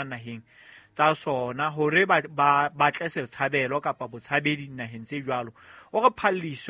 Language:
Southern Sotho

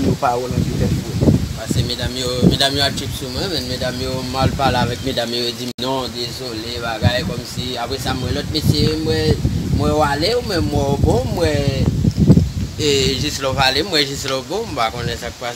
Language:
Haitian Creole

